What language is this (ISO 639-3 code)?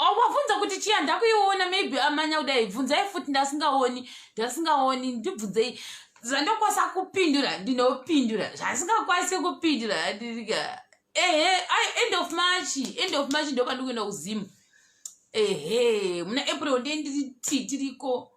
sna